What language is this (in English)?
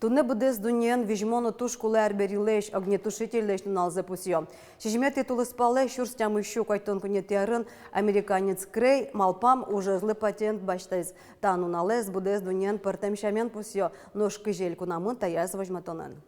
Udmurt